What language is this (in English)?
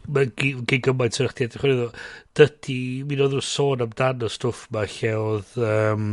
Welsh